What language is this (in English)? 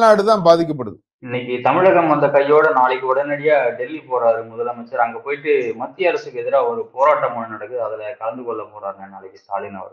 Tamil